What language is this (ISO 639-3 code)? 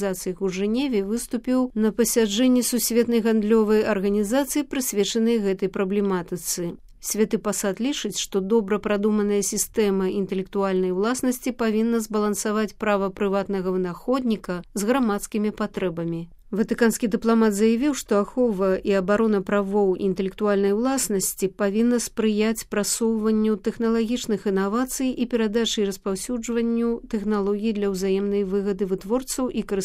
bel